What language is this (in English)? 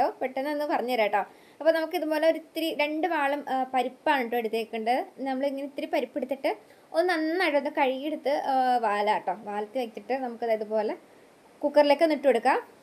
Malayalam